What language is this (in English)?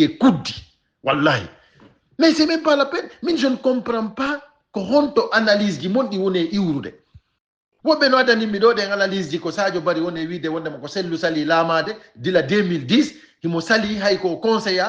Fula